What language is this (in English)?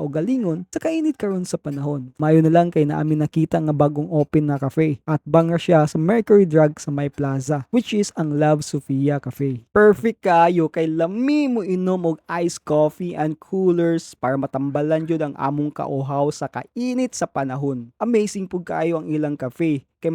Cebuano